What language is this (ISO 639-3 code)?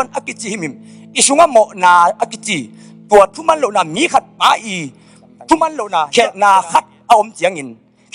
ctd